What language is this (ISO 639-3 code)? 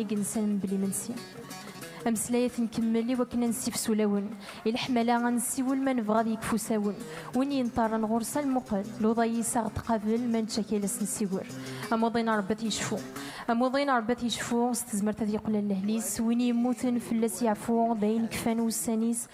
kab